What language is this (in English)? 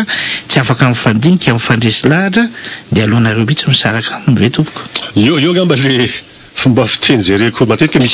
Malagasy